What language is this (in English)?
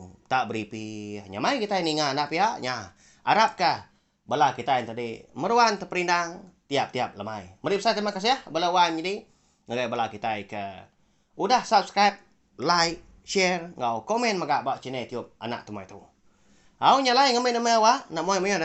Iban